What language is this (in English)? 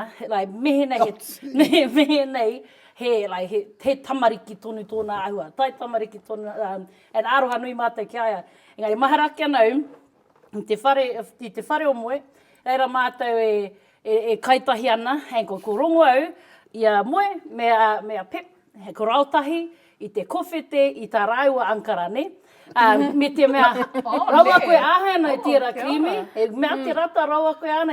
Māori